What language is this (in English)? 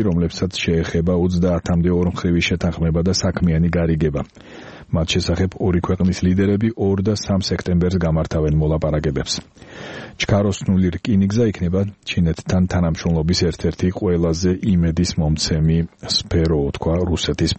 Georgian